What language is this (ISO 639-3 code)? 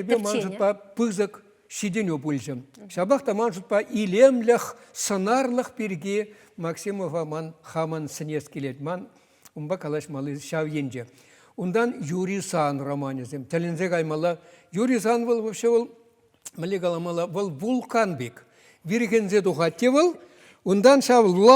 chv